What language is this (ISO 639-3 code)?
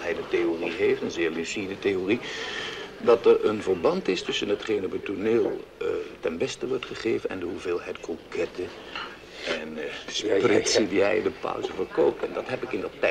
nld